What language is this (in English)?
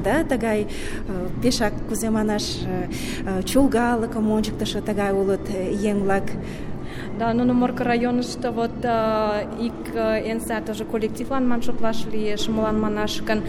Mari